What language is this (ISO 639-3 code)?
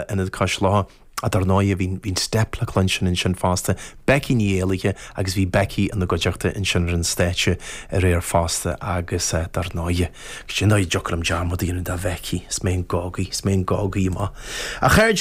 gle